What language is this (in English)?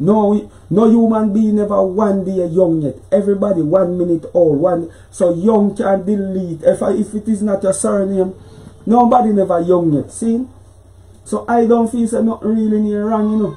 Jamaican Creole English